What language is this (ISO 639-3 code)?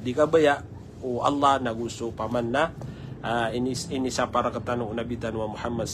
mrw